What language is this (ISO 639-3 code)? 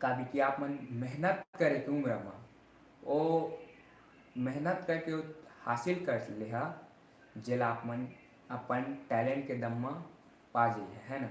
hne